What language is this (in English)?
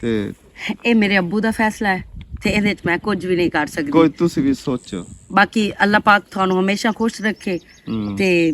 Western Panjabi